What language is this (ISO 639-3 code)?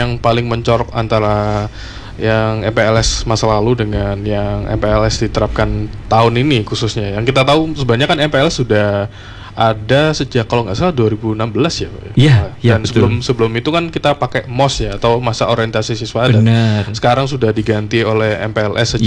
ind